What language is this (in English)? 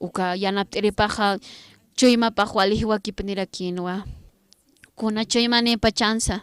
Aymara